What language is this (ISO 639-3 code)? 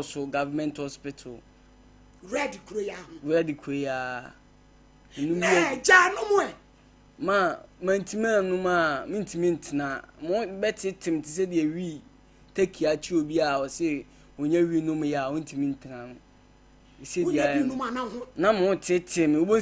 aka